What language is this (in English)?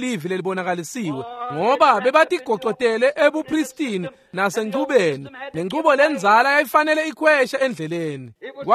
Swati